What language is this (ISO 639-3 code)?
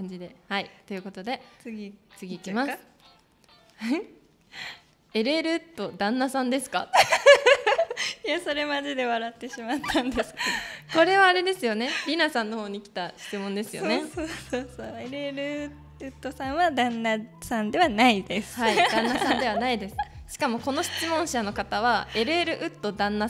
jpn